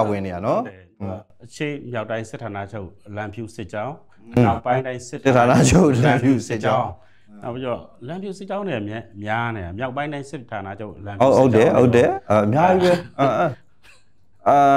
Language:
Burmese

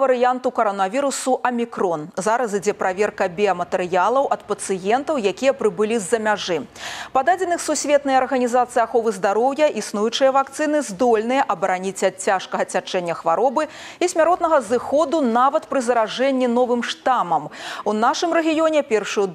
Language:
Belarusian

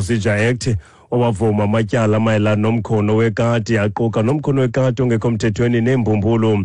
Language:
Xhosa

